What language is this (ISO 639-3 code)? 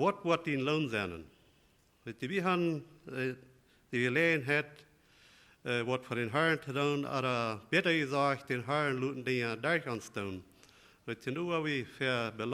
pdt